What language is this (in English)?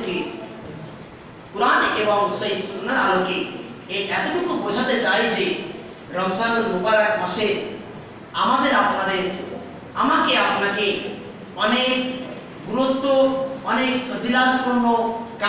Bangla